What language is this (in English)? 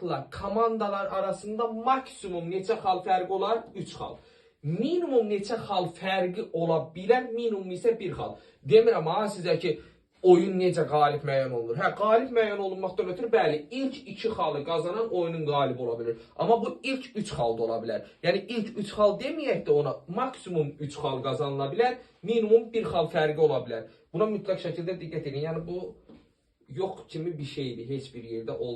Azerbaijani